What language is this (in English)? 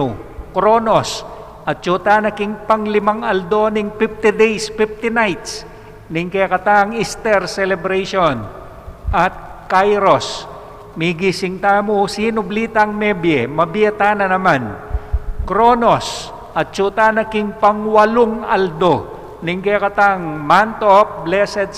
Pampanga